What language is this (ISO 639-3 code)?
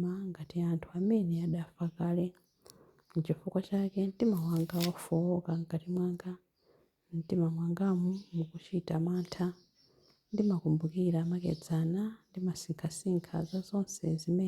nya